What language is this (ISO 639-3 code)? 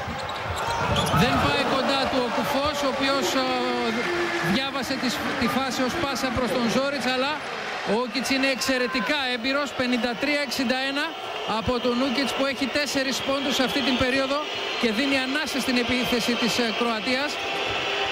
ell